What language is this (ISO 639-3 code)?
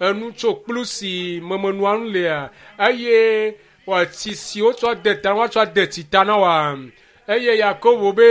ewe